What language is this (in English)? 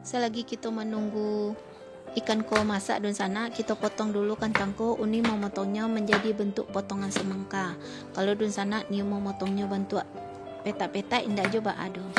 Minangkabau